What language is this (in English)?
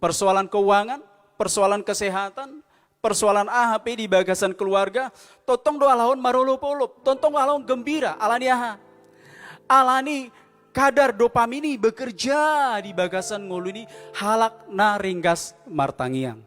Batak Toba